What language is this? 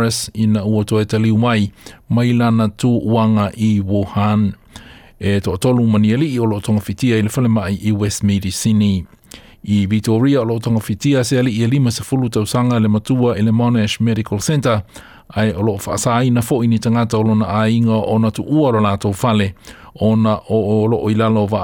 Samoan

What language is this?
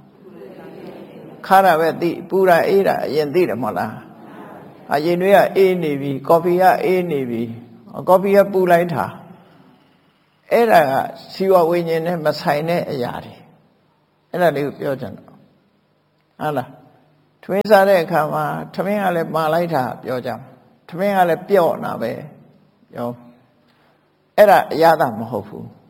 Burmese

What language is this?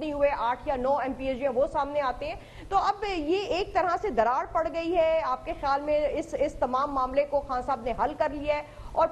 Urdu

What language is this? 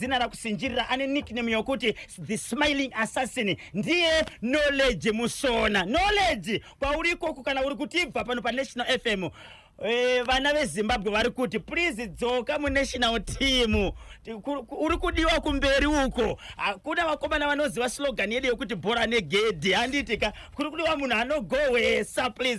Shona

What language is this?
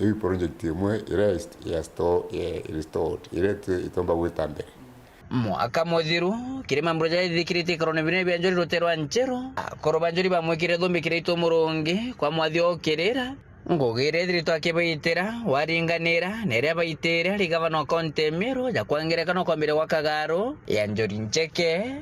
Meru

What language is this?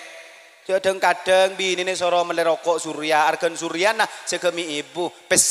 Madurese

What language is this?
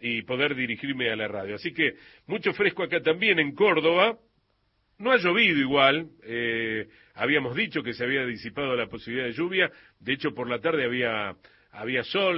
Spanish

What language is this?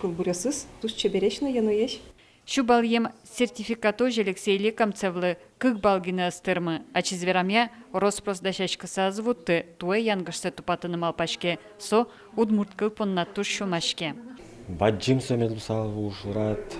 Udmurt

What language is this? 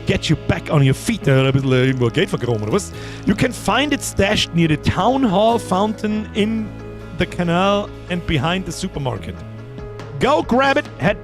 Bavarian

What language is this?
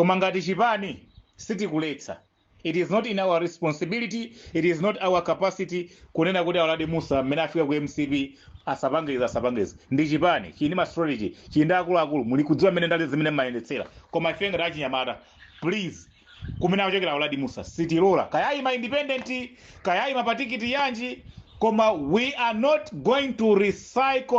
Nyanja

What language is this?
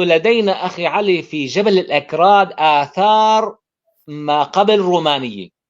North Levantine Arabic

